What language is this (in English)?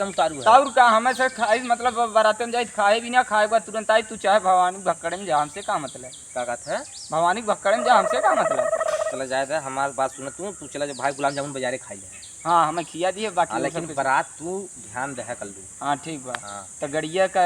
Awadhi